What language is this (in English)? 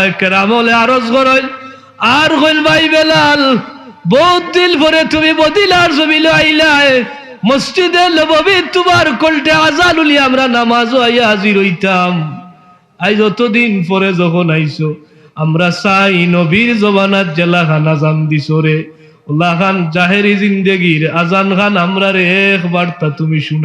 Sylheti